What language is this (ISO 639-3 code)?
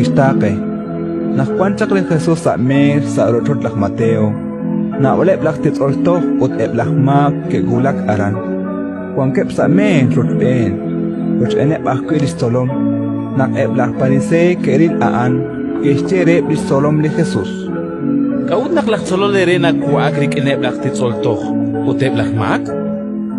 kek